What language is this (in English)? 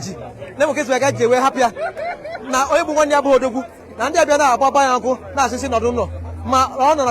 Igbo